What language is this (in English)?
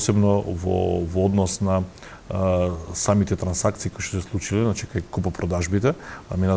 Macedonian